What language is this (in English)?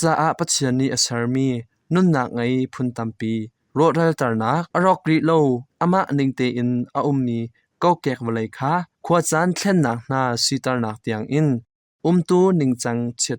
Hakha Chin